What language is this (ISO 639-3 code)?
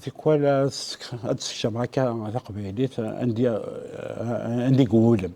kab